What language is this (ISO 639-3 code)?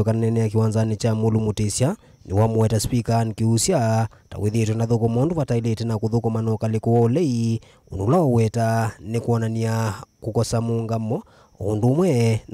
kam